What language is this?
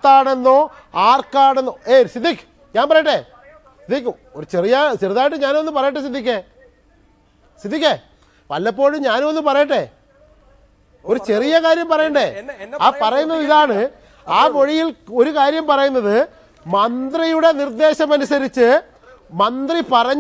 Malayalam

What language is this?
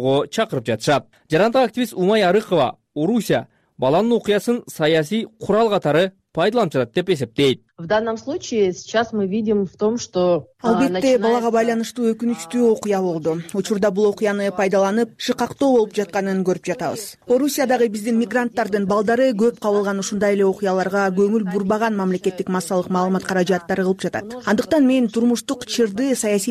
Kyrgyz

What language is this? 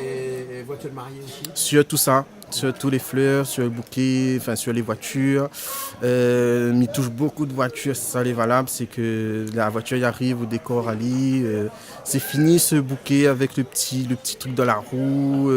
Réunion Creole French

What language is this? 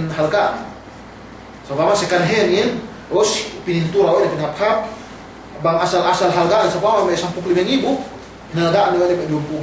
Yakan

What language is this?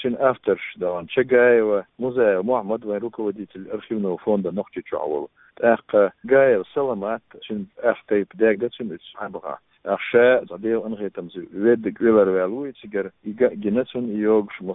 Chechen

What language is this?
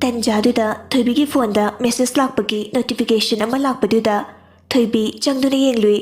Manipuri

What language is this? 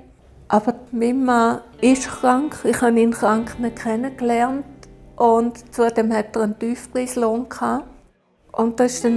Swiss German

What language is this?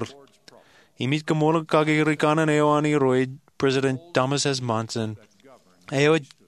Marshallese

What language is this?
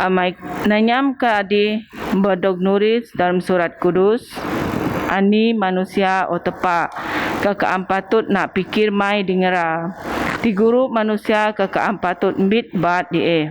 Biatah Bidayuh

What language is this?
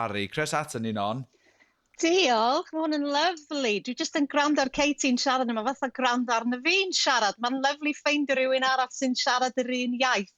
Welsh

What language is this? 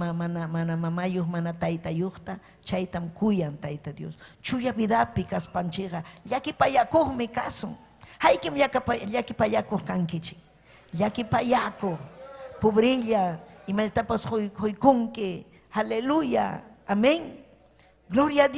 Ayacucho Quechua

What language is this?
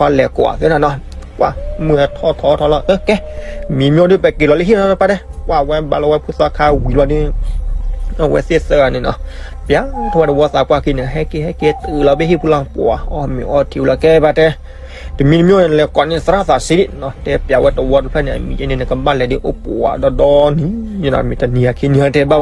S'gaw Karen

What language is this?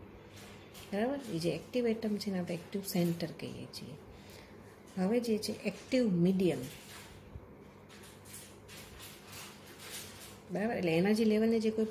Gujarati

